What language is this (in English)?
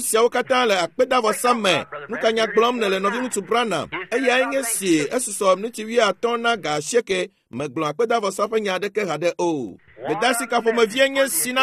Ewe